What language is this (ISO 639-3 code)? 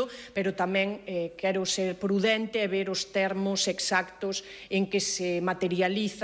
glg